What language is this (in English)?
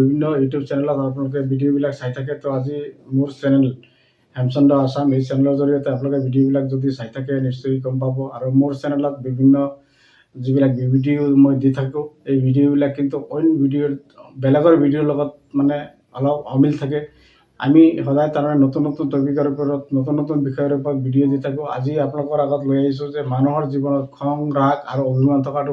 Assamese